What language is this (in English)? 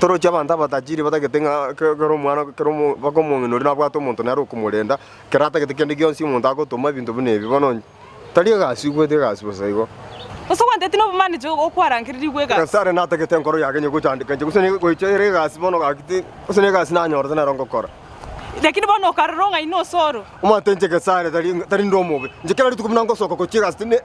Gusii